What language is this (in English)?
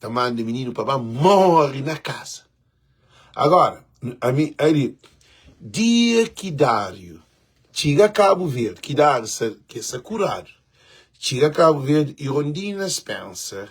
Kabuverdianu